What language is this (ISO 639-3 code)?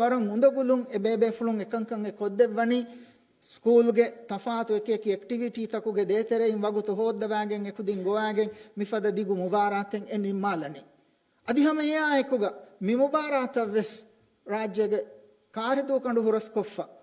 div